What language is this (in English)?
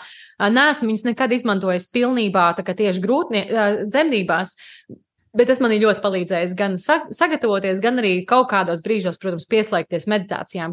Latvian